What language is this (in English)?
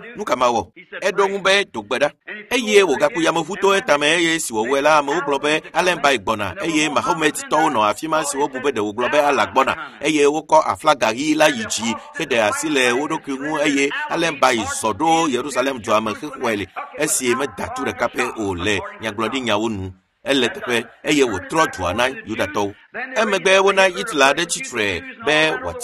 Ewe